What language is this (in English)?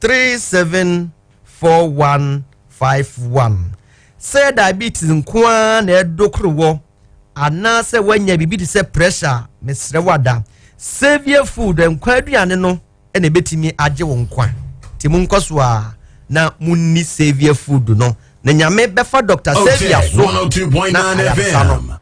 Akan